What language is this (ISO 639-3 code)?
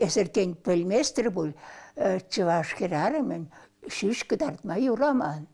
chv